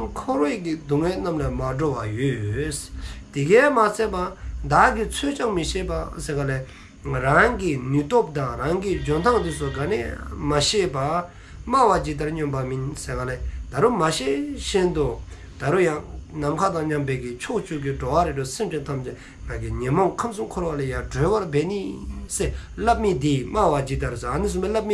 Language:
Dzongkha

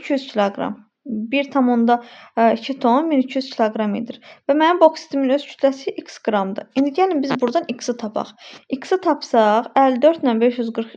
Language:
Azerbaijani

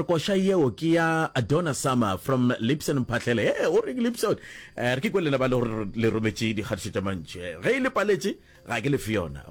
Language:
Northern Sotho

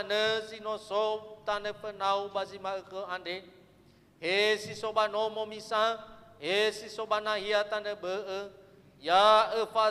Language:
Nias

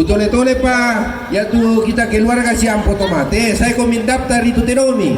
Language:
Toraja-Sa'dan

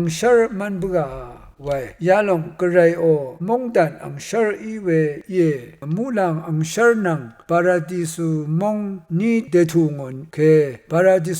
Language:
Rawang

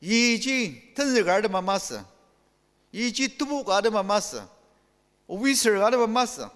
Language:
Ao Naga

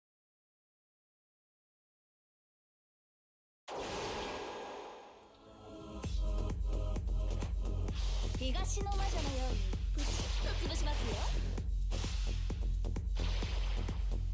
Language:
Japanese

